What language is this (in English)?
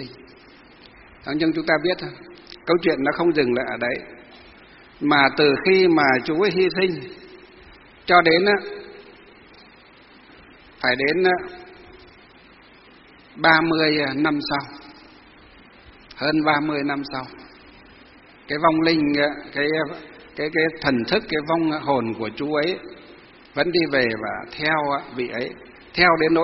Vietnamese